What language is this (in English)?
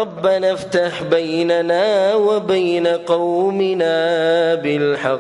Pashto